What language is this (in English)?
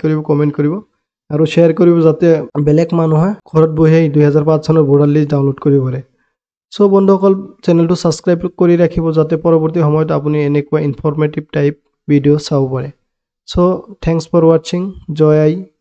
Assamese